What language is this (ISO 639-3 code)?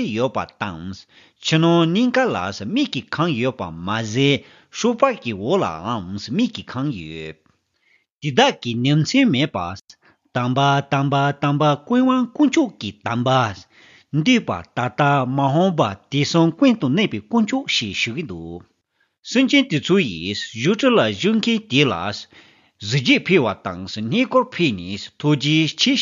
bod